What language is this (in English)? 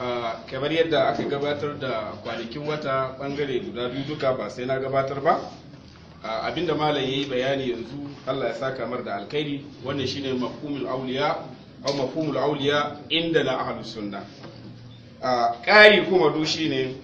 Hausa